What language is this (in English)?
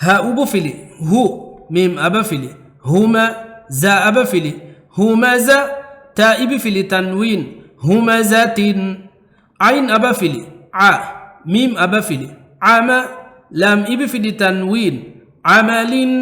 Divehi